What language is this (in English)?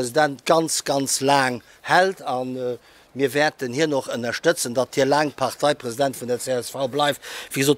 Luxembourgish